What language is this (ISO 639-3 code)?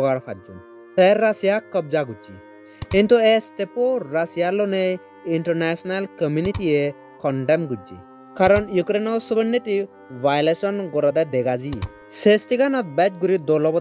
ccp